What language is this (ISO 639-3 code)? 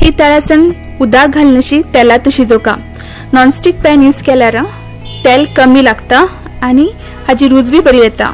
kok